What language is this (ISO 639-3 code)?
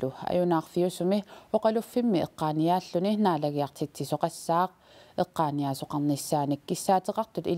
kal